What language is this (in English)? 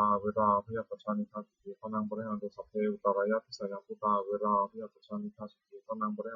Pali